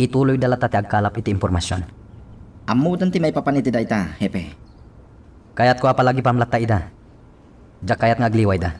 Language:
Iloko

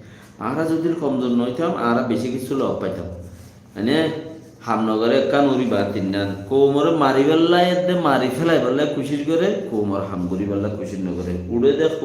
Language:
Rohingya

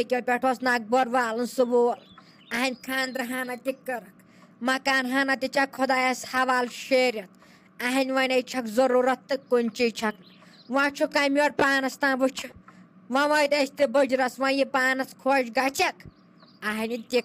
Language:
Kashmiri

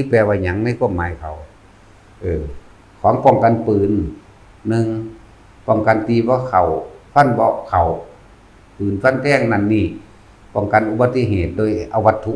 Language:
Northeastern Thai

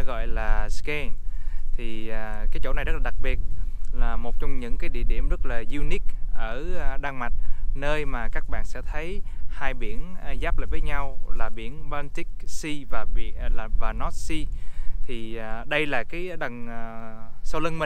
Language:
Vietnamese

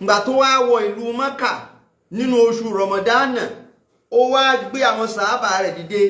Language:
Yoruba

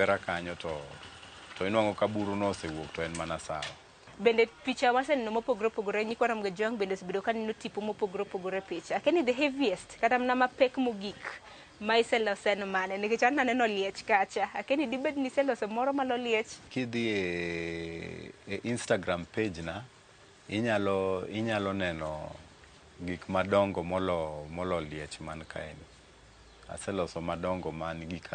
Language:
Luo (Kenya and Tanzania)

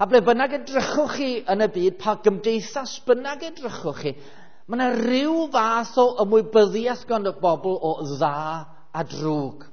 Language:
Welsh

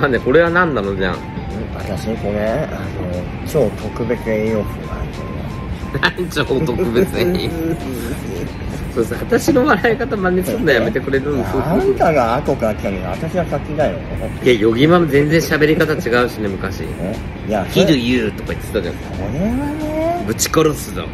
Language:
Japanese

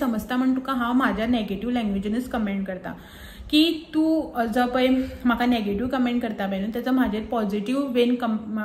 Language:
Konkani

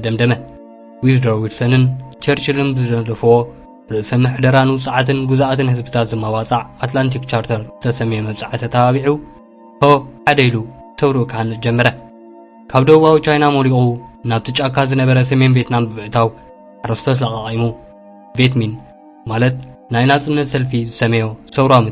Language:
Tigrinya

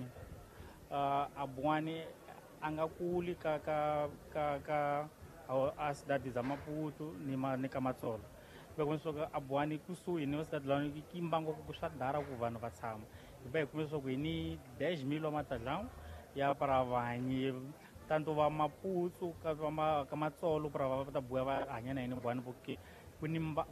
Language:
Tsonga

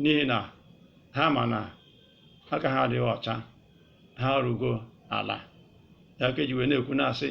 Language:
Igbo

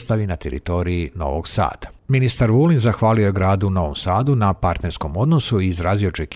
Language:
Serbian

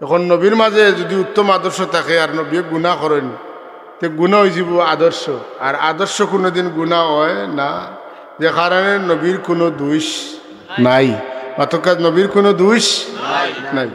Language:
Sylheti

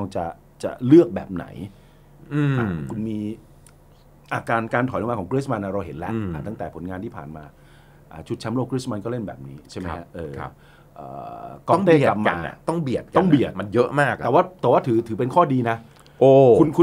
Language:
Thai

